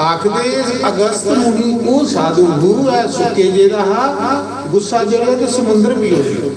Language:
Dogri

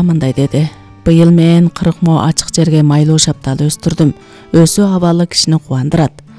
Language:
Kyrgyz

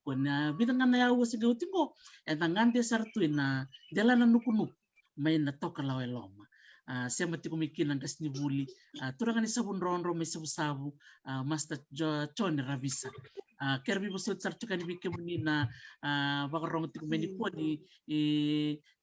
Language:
Fijian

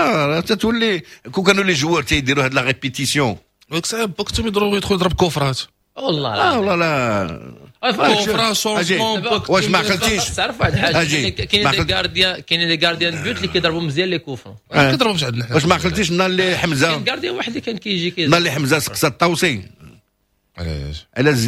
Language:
Moroccan Arabic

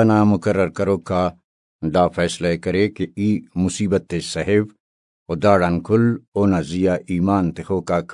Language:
Brahui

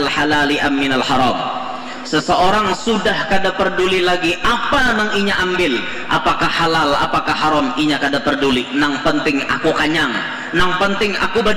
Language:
Banjar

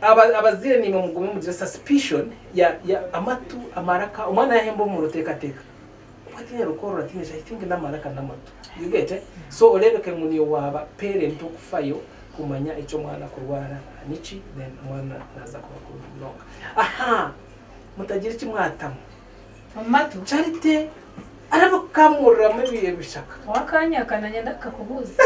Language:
Nyankole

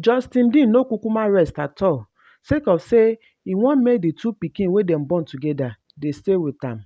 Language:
Nigerian Pidgin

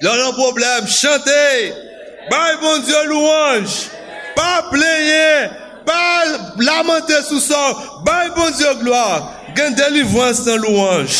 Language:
Haitian Creole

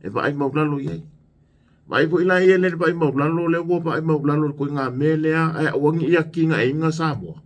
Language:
Samoan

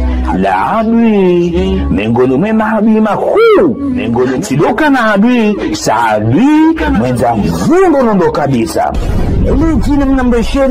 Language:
Ngazidja Comorian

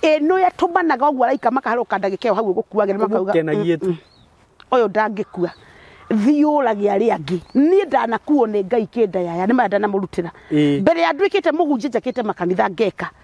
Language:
Kikuyu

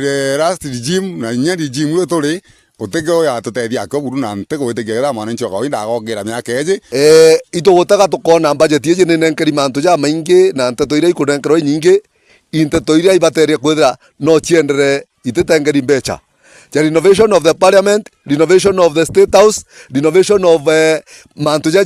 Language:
Meru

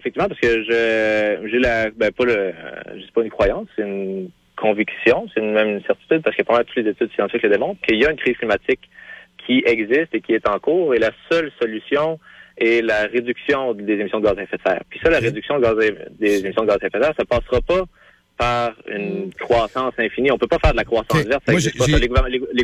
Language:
French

